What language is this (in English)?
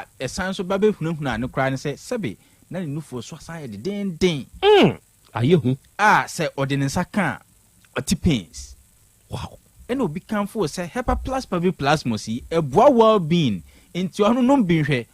Akan